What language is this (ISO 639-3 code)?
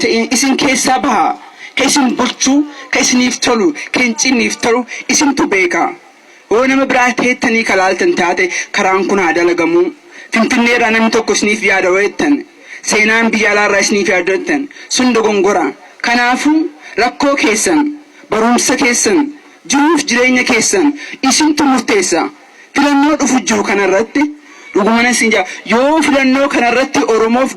orm